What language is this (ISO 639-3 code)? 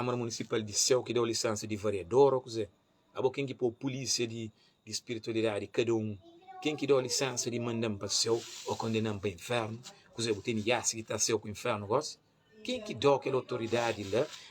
kea